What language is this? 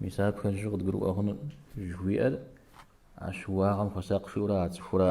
Kabardian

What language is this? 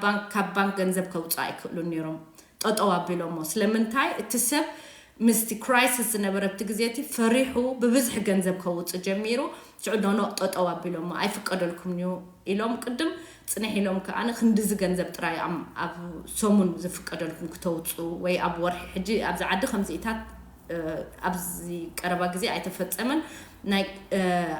Tigrinya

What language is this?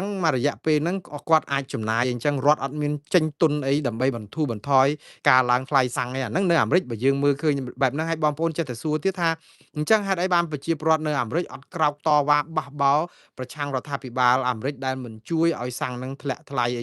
Khmer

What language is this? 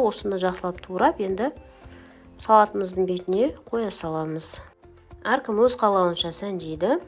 Kazakh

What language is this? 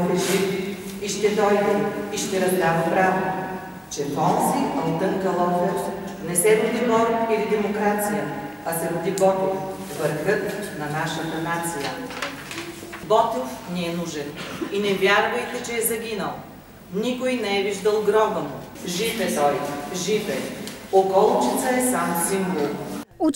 Bulgarian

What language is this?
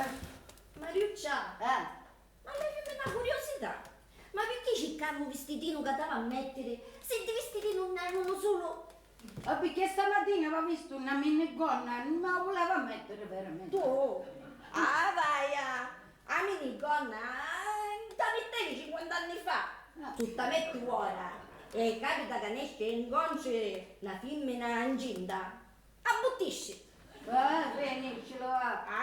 Sicilian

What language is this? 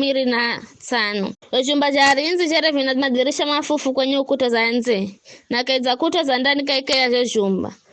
Giryama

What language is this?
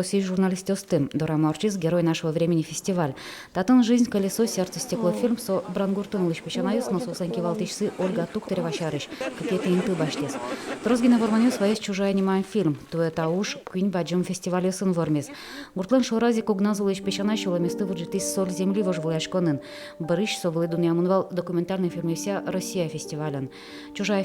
Udmurt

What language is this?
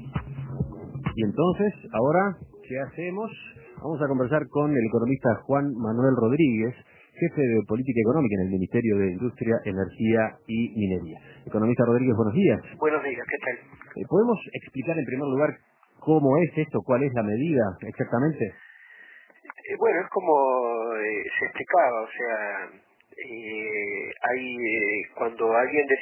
Spanish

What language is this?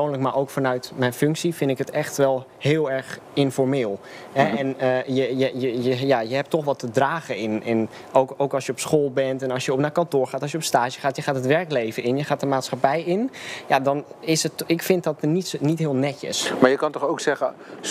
Dutch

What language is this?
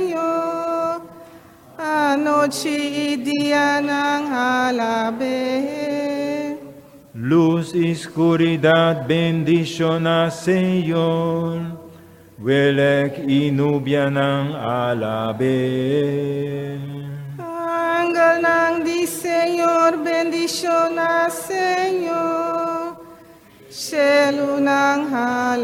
Papiamento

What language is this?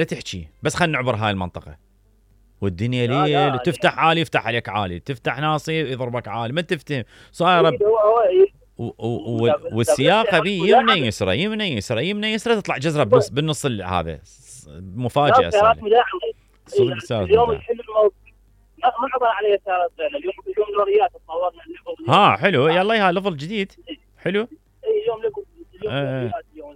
Mesopotamian Arabic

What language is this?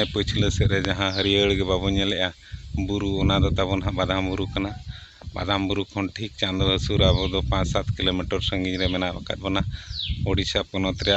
Santali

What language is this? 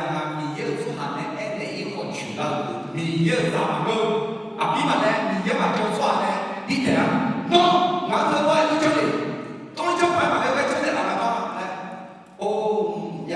Akha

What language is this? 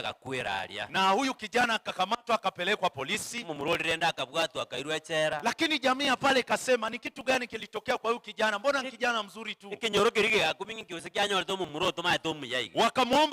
Gusii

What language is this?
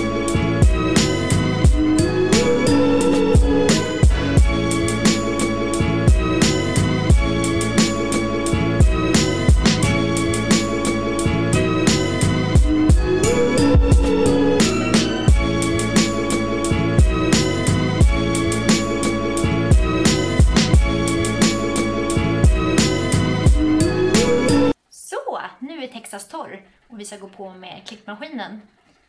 Swedish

